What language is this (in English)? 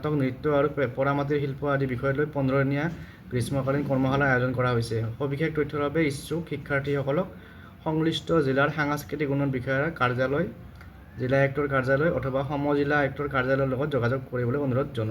Assamese